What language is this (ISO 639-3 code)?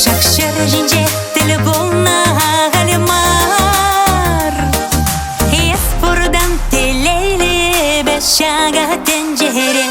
chv